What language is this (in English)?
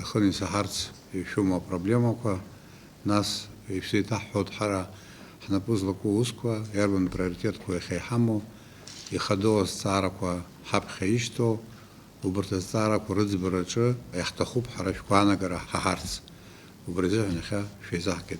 Abkhazian